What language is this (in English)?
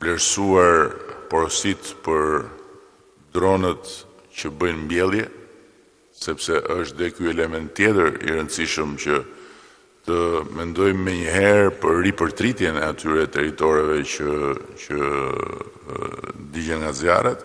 Albanian